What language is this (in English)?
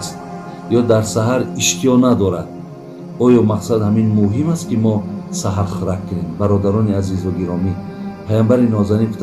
Tajik